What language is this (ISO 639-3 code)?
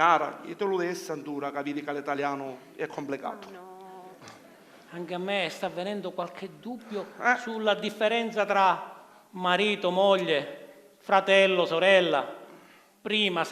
scn